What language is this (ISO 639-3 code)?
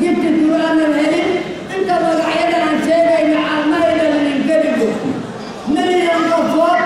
som